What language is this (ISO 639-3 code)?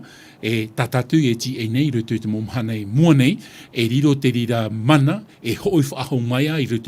tah